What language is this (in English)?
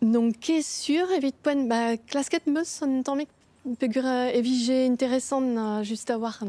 Breton